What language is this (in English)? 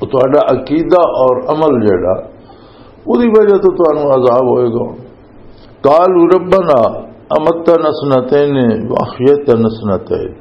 Western Panjabi